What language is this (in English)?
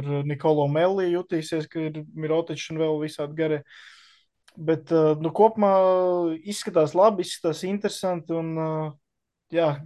Latvian